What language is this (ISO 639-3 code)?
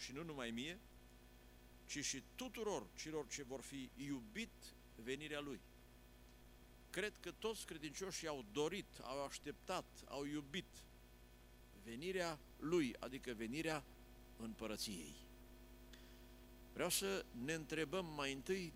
ron